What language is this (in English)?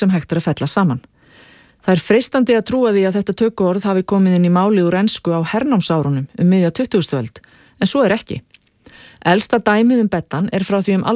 Icelandic